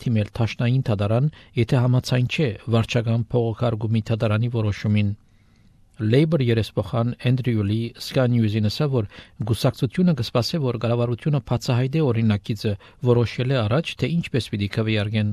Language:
Armenian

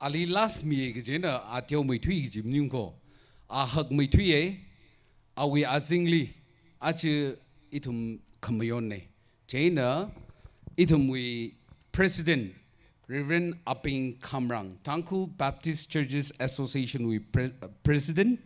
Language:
Tangkhul Naga (India)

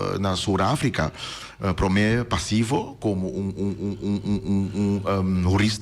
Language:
Papiamento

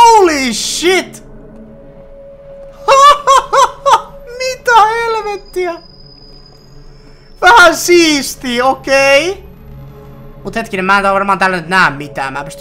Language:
Finnish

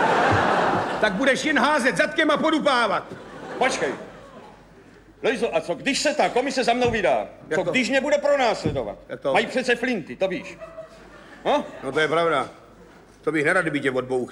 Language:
Czech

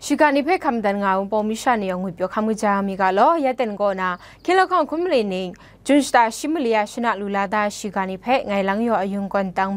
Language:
Kachin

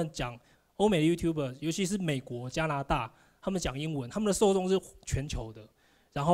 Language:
Chinese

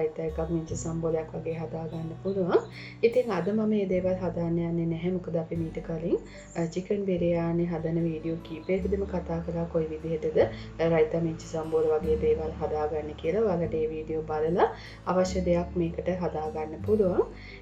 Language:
Sinhala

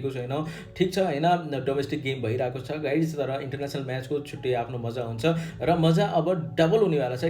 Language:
Nepali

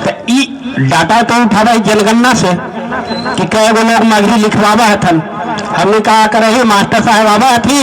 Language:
Magahi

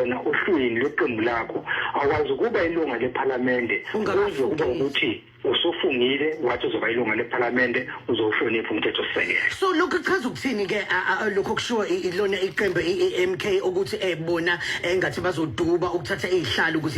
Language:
Zulu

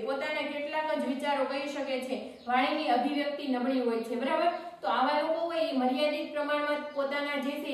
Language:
Gujarati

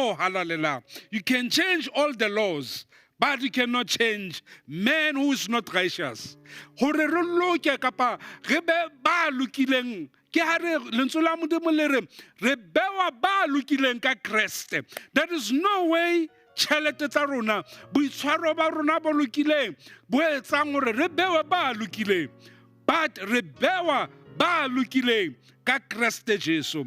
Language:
Southern Sotho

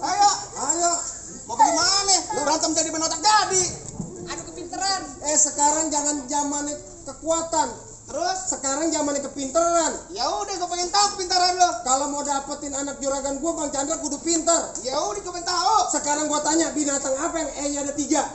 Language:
Betawi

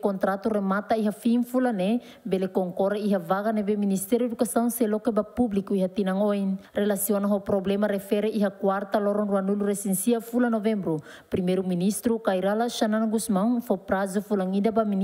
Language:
Tetum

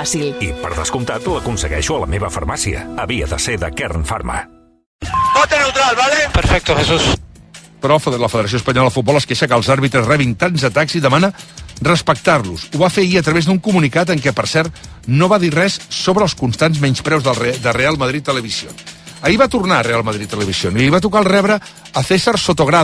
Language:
Catalan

